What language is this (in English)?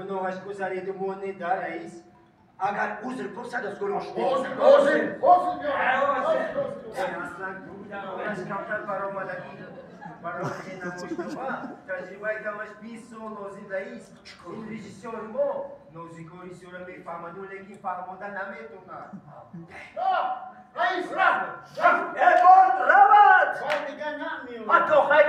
Tajik